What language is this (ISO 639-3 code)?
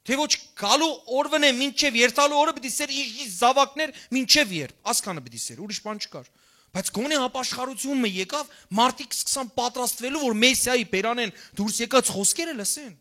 hyw